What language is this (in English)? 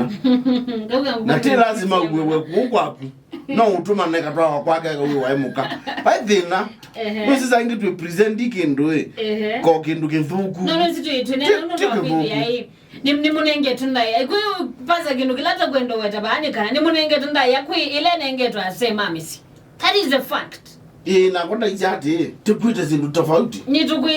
Kamba